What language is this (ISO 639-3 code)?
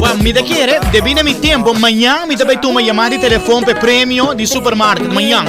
pap